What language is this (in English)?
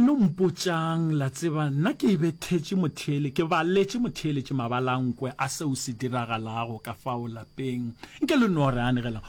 Northern Sotho